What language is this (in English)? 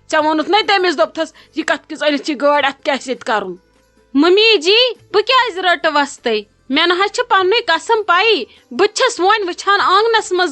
Kashmiri